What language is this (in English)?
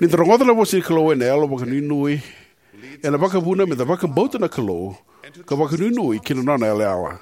Fijian